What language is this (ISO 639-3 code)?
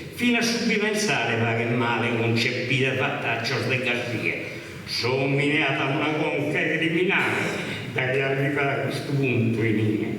srd